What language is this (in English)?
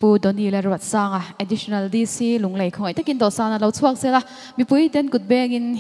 Mizo